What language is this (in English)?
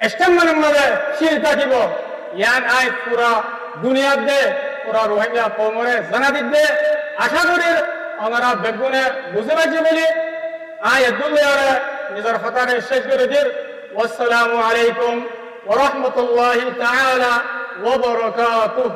Rohingya